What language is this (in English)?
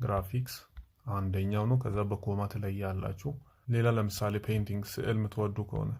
Amharic